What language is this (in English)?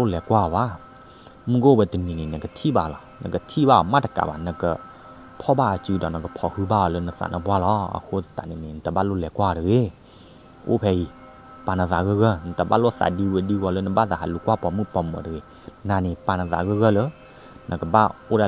S'gaw Karen